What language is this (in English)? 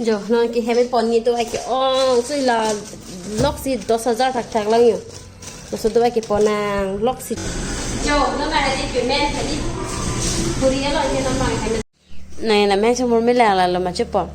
Karbi